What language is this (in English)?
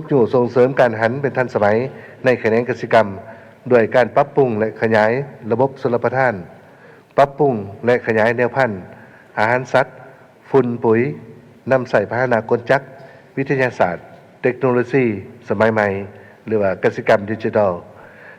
Lao